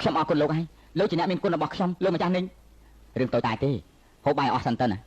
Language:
Khmer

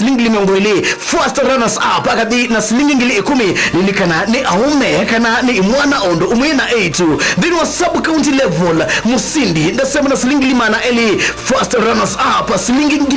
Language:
Kamba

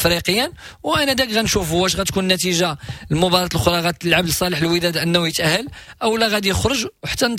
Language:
Moroccan Arabic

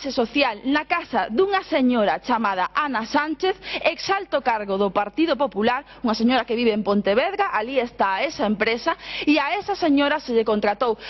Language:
Galician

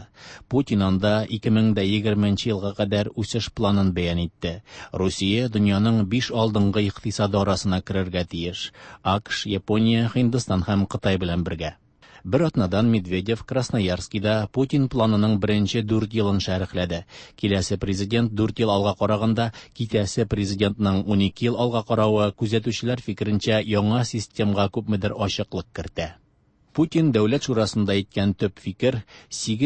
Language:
Tatar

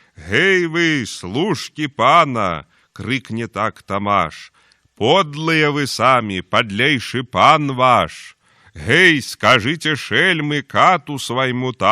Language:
Belarusian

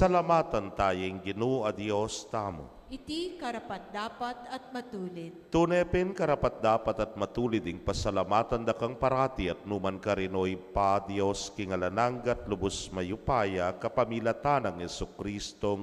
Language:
Pampanga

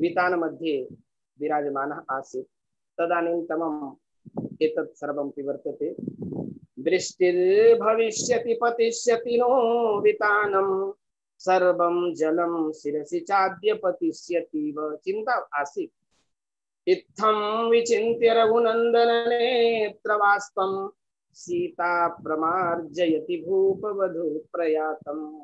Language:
Sanskrit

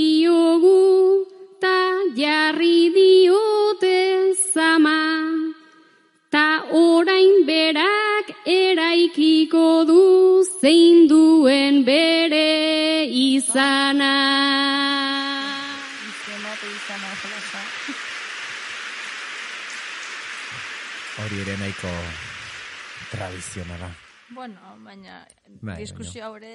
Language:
Basque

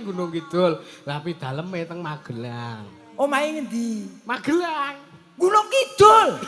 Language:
Javanese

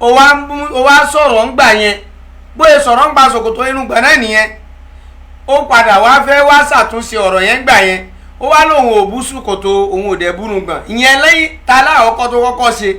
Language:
Yoruba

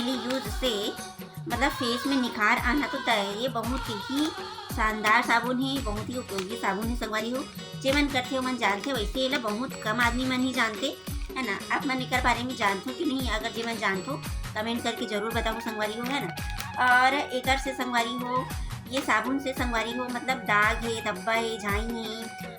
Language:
Chhattisgarhi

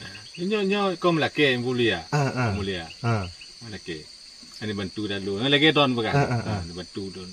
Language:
Achinese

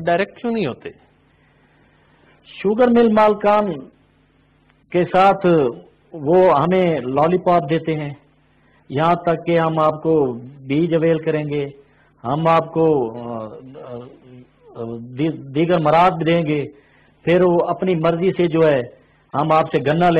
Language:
Urdu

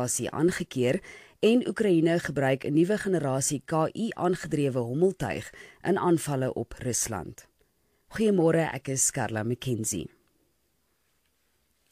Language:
Afrikaans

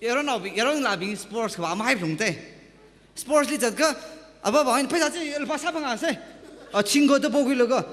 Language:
Tangkhul Naga (India)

